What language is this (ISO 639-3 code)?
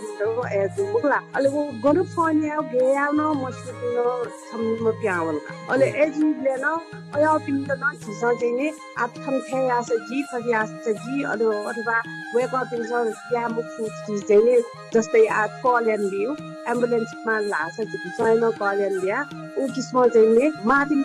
new